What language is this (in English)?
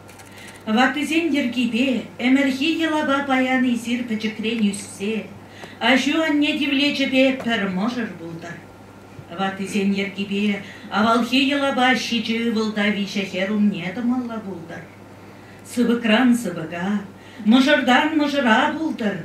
Chuvash